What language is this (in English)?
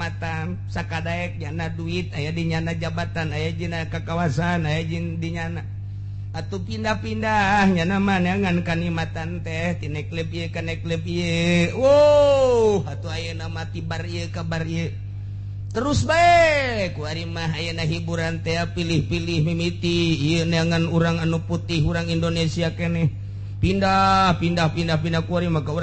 Sundanese